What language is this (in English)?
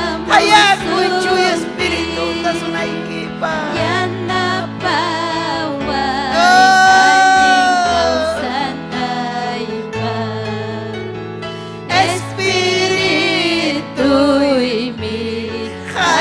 Ayacucho Quechua